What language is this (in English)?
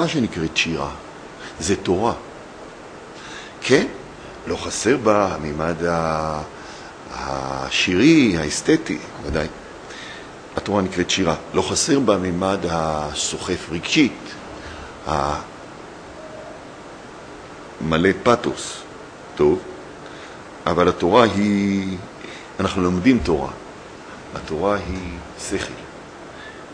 Hebrew